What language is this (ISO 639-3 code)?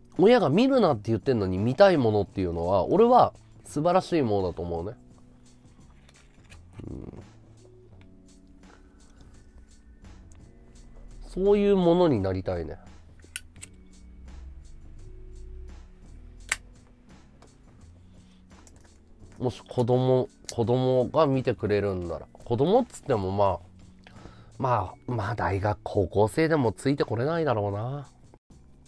jpn